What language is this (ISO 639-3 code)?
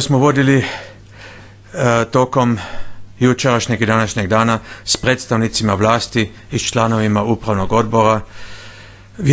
bos